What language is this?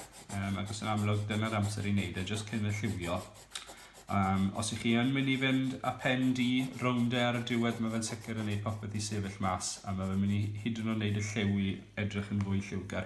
Welsh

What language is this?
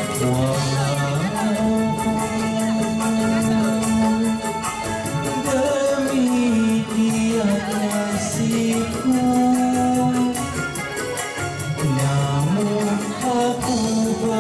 Malay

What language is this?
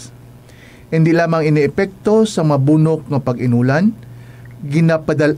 Hiligaynon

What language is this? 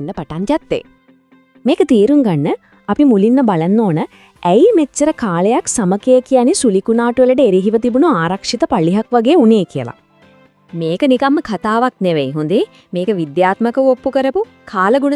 Sinhala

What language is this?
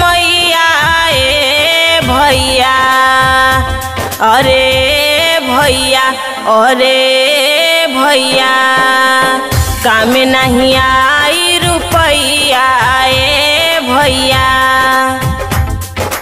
Bhojpuri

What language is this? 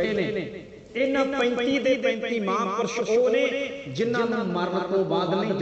Punjabi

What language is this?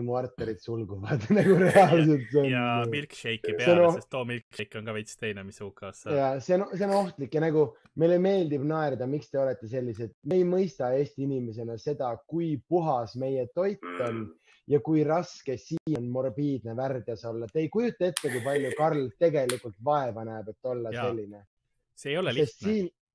Estonian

